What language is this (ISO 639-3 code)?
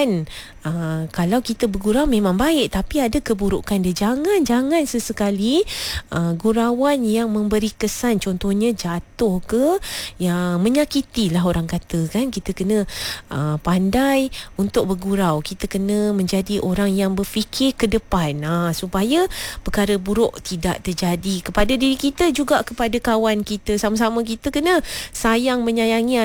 msa